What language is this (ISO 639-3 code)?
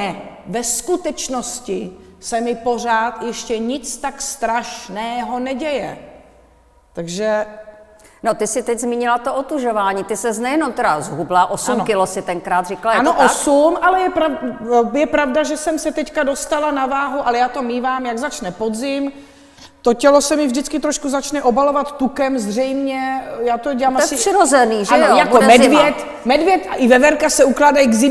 ces